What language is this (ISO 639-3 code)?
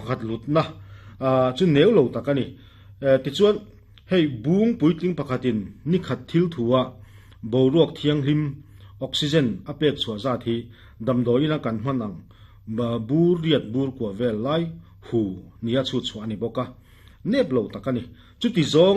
lus